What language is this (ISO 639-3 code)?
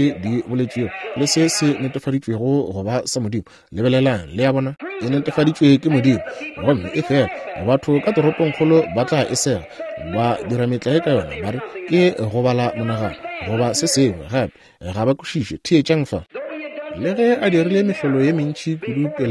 nso